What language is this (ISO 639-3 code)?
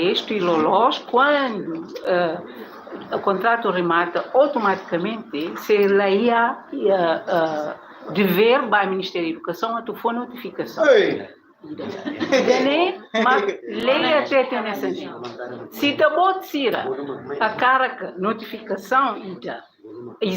tet